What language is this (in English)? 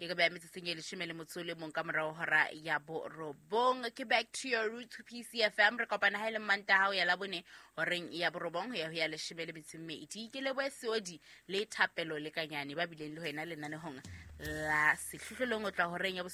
Southern Sotho